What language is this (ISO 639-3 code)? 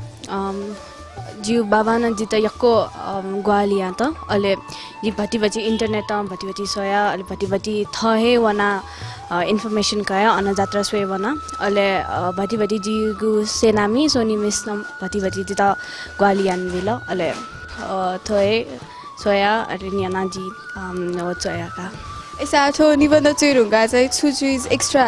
new